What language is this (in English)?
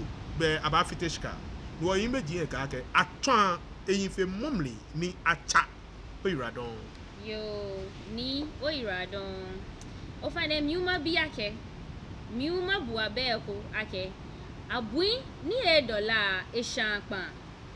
Ga